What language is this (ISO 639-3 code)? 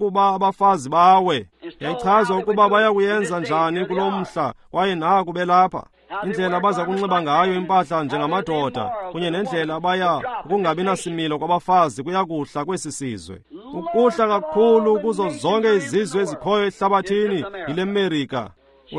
xho